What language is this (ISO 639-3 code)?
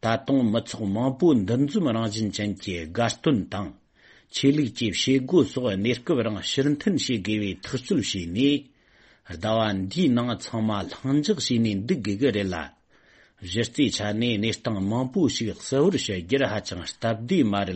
bod